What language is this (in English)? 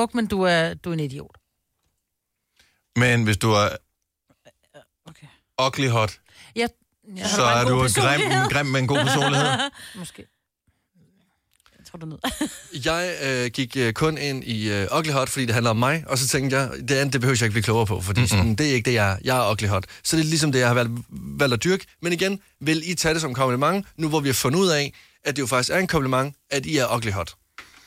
Danish